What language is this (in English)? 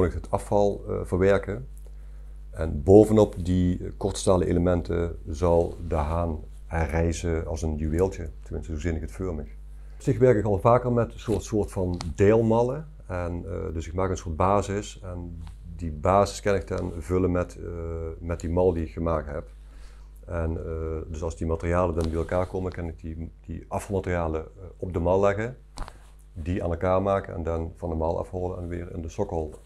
Limburgish